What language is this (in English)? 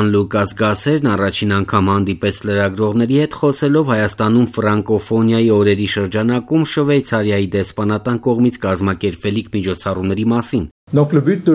Armenian